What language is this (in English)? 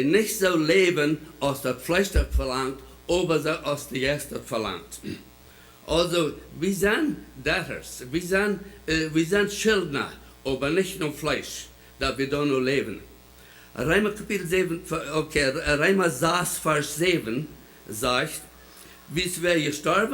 Plautdietsch